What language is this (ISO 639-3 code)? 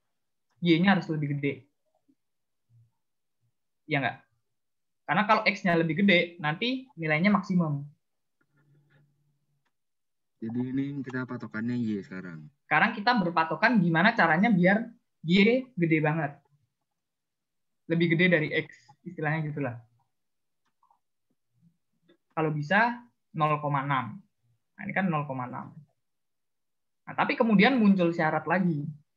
ind